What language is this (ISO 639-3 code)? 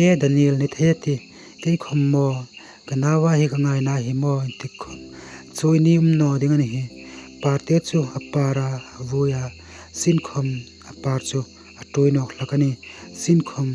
hmr